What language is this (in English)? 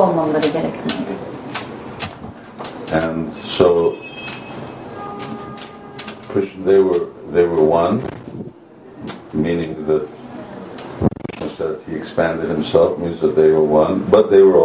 Turkish